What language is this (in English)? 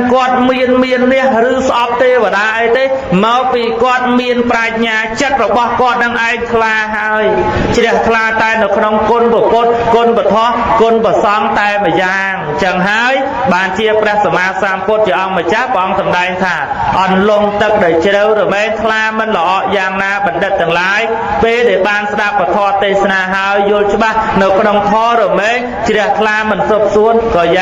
Khmer